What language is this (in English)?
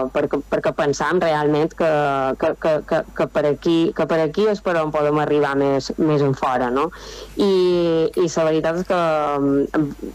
Catalan